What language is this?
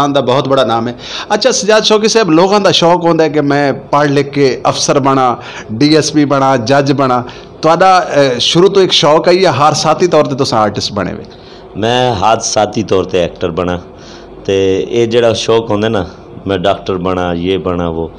Western Panjabi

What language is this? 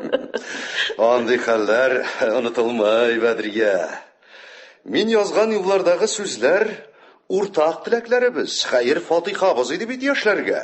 Tatar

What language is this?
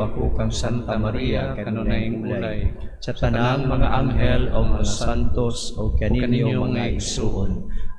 Cebuano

